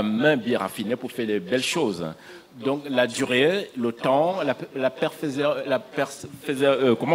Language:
French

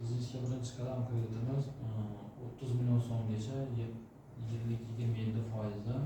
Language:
Uzbek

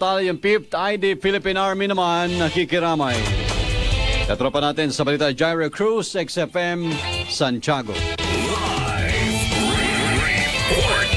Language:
Filipino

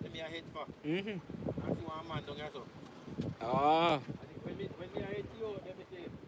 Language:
Jamaican Creole English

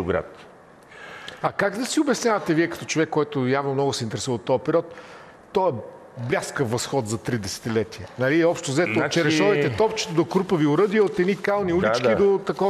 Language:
Bulgarian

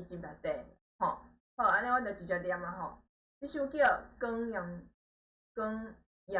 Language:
Min Nan Chinese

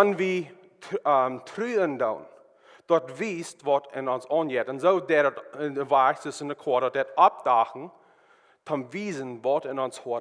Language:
Plautdietsch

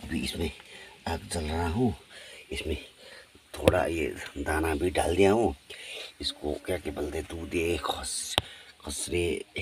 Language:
Hindi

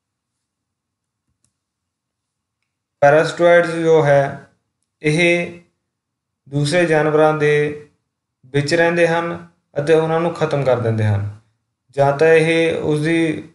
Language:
Punjabi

